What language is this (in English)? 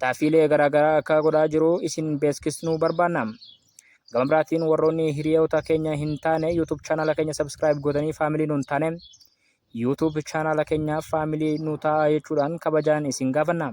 Oromo